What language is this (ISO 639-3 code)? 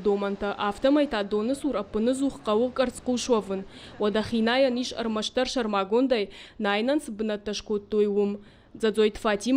oss